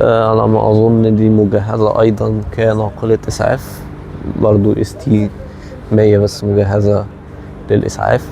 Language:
Egyptian Arabic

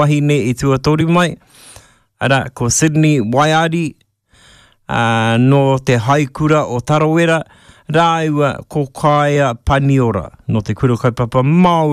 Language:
Māori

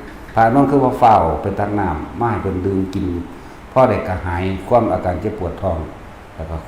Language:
Northeastern Thai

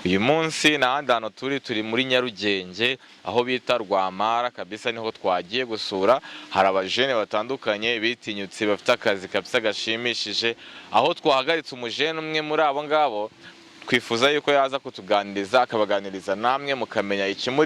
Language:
Kinyarwanda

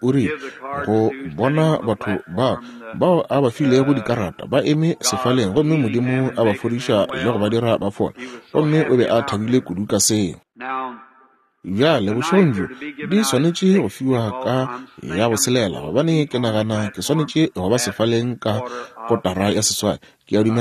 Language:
Northern Sotho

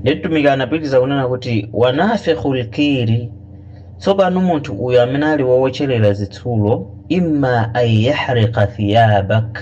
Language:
Nyanja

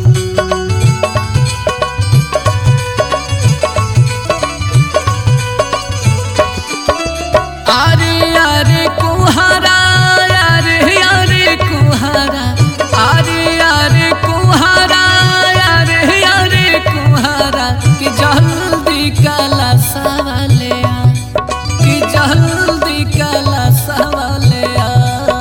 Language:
Bhojpuri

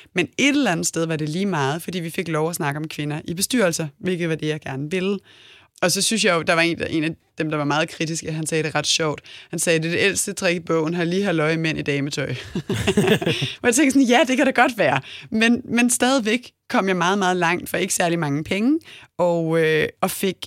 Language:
Danish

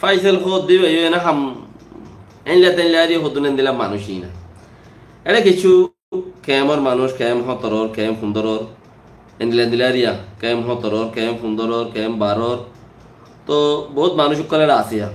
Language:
Rohingya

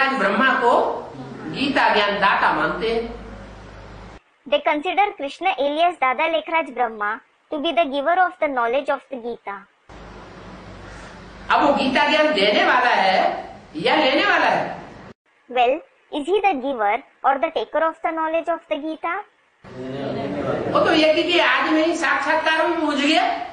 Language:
Hindi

